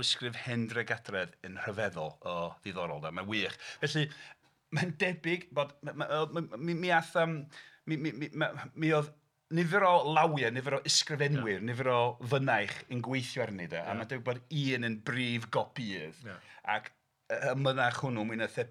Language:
Welsh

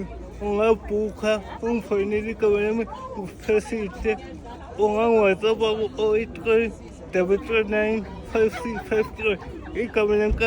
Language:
Zulu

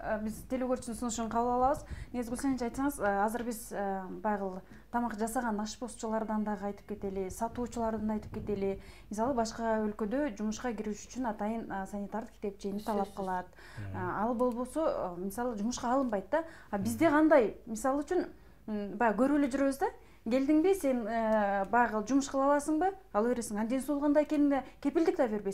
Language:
Kyrgyz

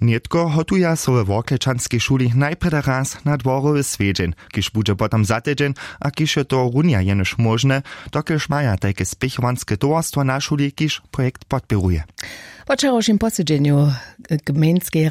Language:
Upper Sorbian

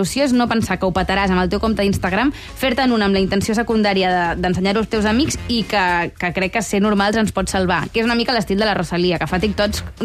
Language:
Catalan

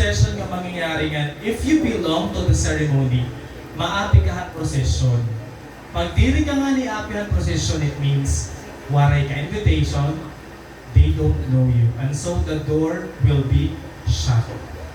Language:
Waray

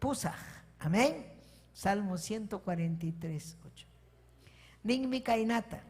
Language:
Ayacucho Quechua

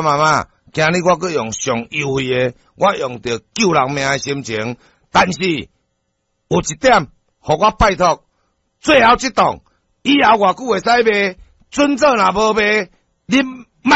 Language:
Min Nan Chinese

